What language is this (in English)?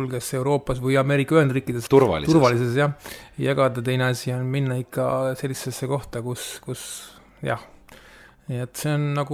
Estonian